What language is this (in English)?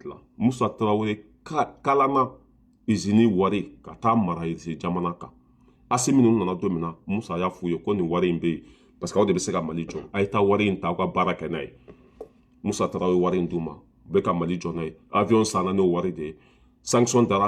Bambara